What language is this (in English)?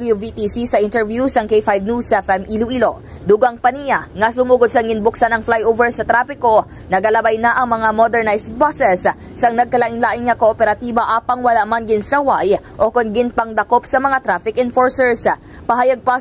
Hiligaynon